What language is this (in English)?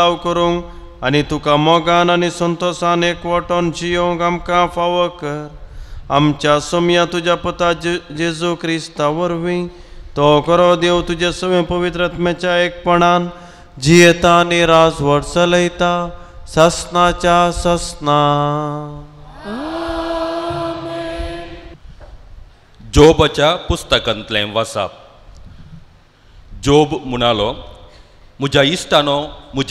Konkani